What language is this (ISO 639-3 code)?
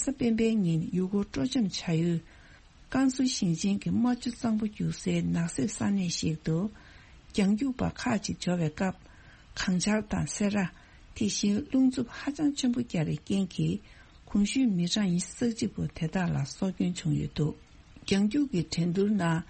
bod